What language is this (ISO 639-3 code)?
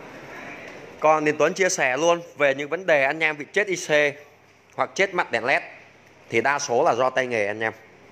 vie